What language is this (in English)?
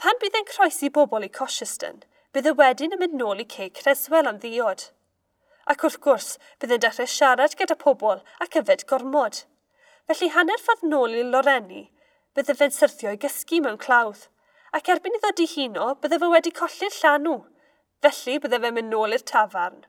Welsh